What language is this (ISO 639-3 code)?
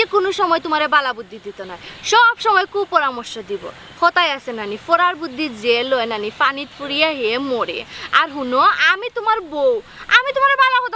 syl